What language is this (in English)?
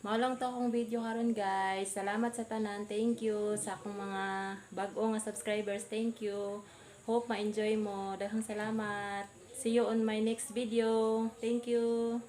Cebuano